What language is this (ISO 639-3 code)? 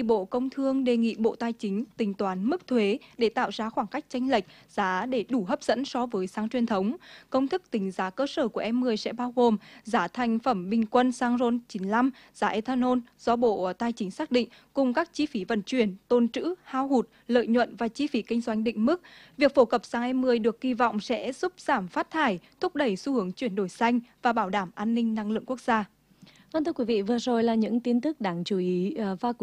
vie